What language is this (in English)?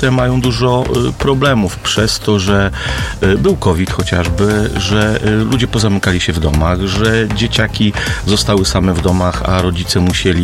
Polish